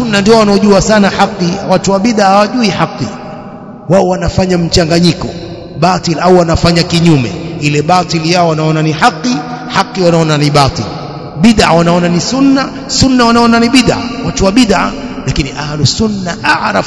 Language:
Swahili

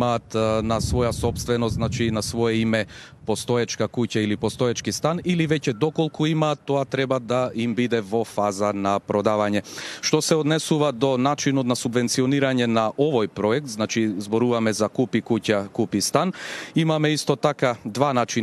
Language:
Macedonian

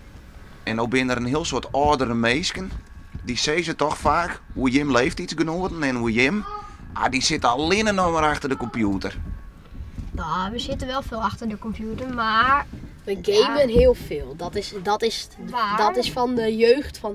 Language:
Western Frisian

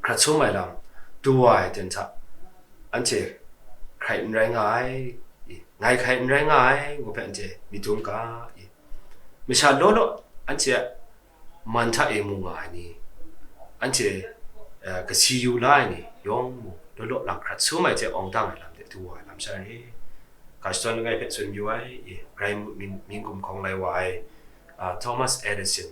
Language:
Kachin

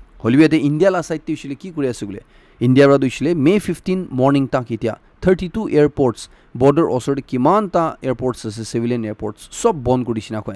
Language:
Naga Pidgin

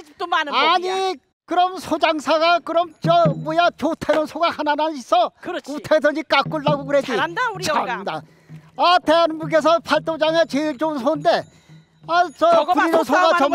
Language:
Korean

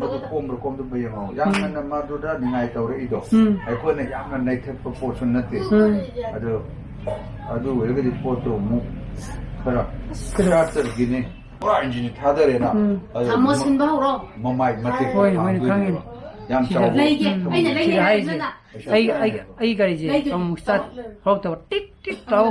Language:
Manipuri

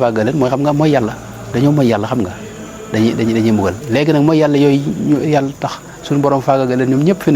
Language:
Wolof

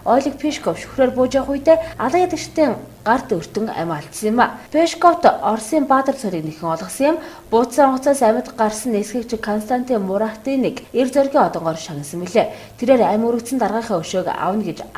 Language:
Mongolian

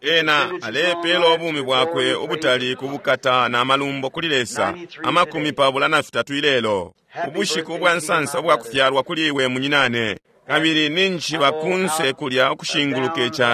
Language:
Bemba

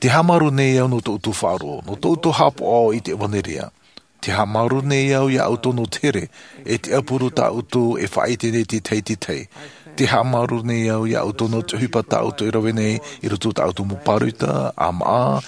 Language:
Tahitian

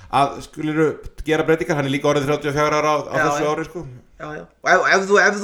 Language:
Icelandic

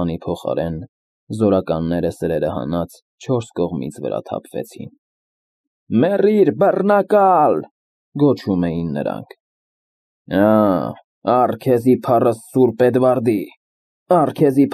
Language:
Armenian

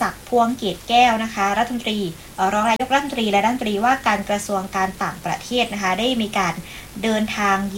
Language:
Thai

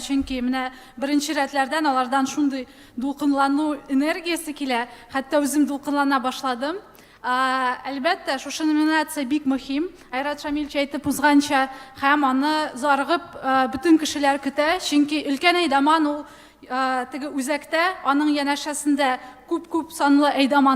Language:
Tatar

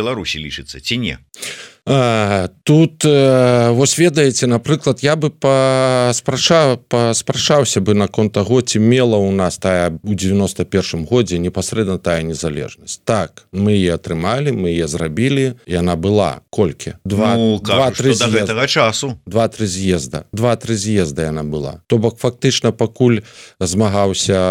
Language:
Belarusian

